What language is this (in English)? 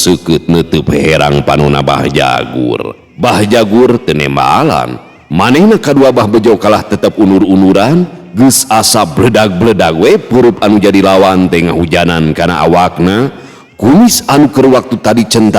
Sundanese